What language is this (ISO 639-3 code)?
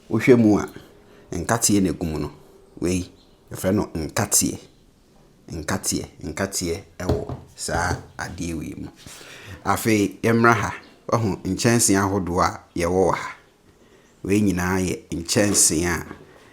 aka